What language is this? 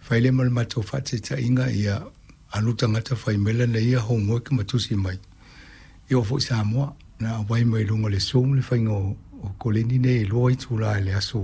Samoan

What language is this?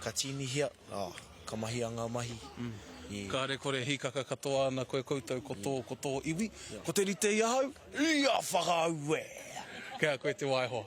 Māori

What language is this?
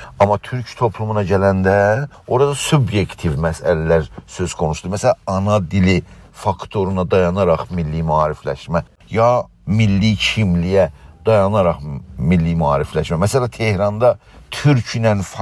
South Azerbaijani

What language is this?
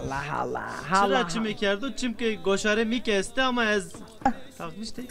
Zaza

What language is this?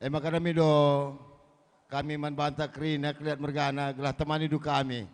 Batak Karo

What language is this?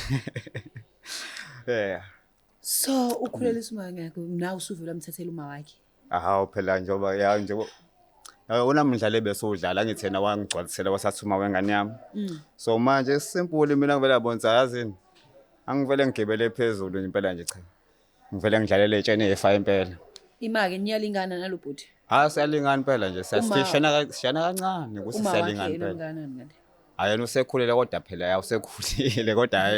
Zulu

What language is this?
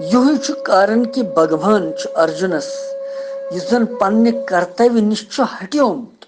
Kashmiri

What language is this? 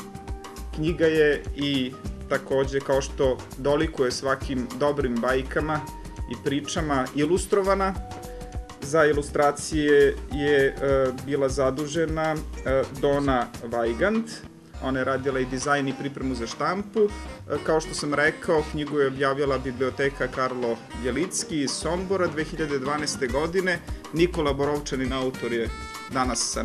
Serbian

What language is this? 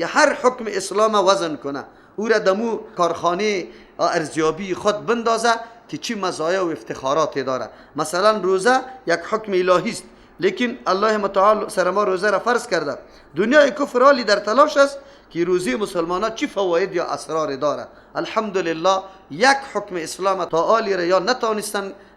Persian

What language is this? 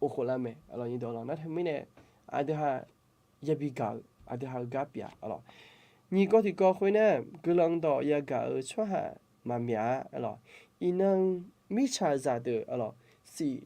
Akha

